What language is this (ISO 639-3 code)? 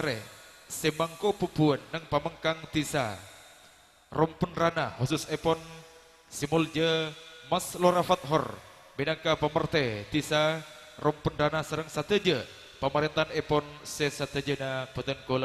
mad